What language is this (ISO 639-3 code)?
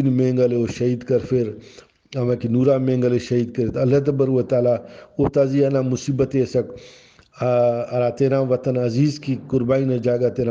brh